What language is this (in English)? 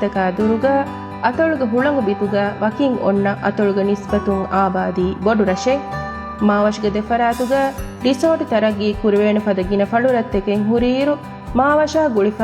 Divehi